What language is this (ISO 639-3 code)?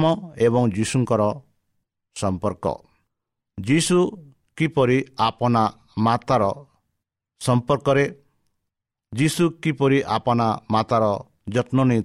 ori